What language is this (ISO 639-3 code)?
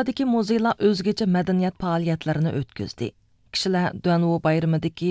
uig